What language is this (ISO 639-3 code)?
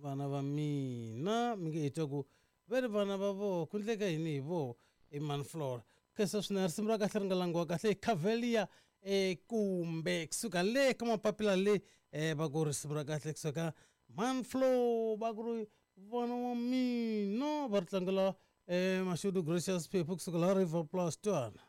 tso